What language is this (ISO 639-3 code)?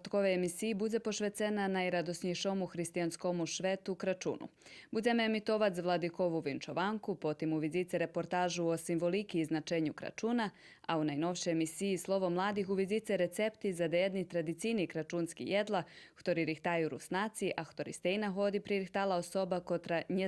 rue